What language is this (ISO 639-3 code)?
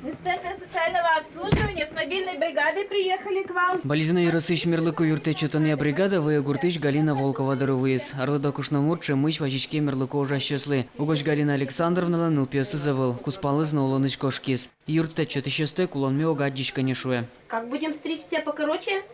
udm